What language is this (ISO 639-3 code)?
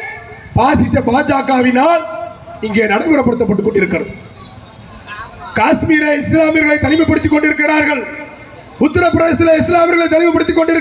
tam